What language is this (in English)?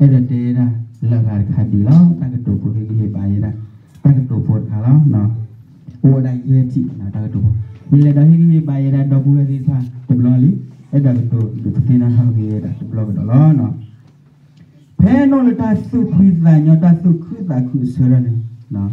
S'gaw Karen